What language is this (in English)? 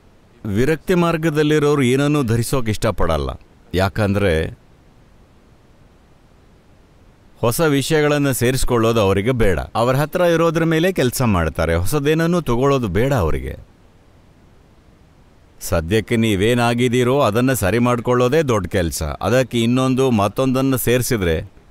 Kannada